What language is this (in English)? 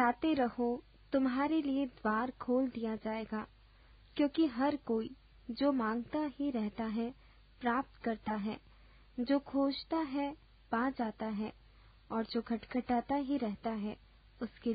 Hindi